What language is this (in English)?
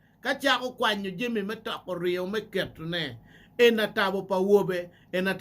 Acoli